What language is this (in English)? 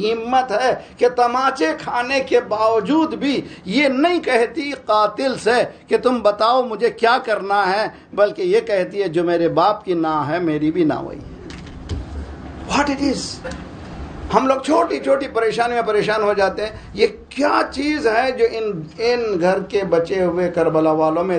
Urdu